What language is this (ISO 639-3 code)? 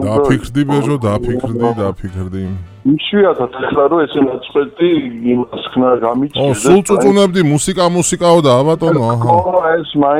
kat